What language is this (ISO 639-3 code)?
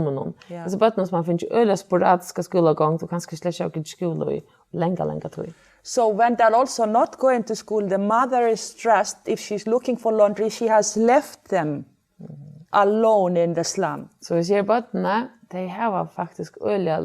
fao